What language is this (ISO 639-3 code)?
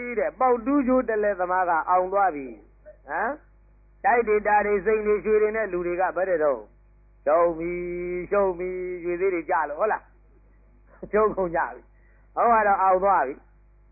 mya